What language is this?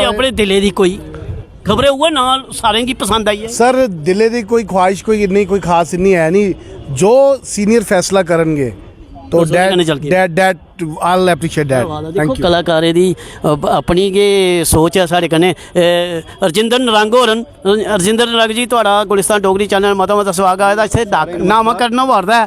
Dogri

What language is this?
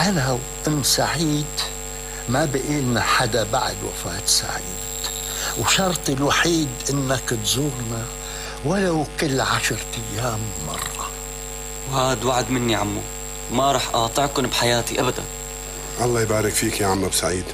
North Levantine Arabic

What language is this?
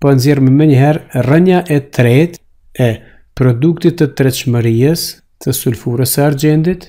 Albanian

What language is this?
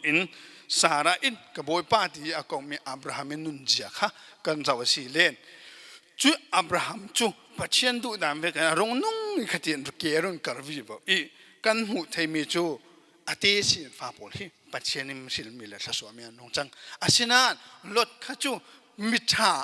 Falam Chin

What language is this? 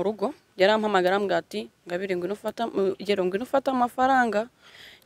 Kinyarwanda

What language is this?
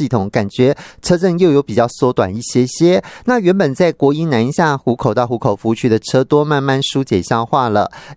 Chinese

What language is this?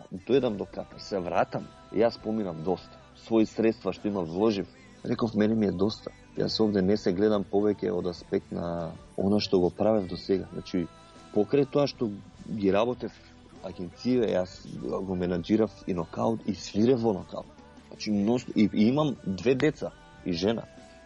Macedonian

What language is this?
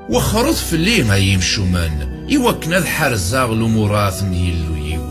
Kabyle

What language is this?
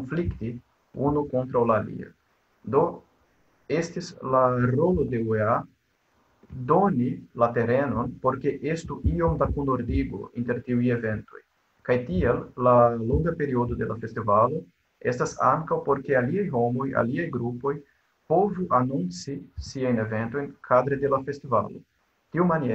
Esperanto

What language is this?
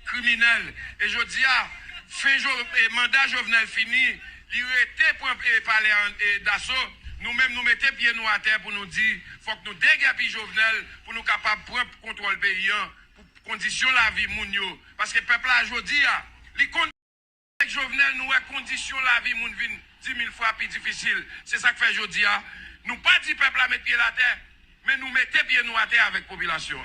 Haitian Creole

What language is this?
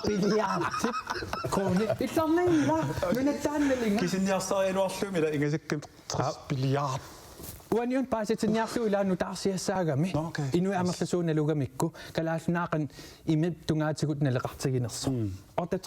Kalaallisut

